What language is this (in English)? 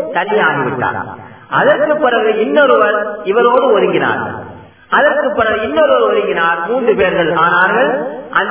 Tamil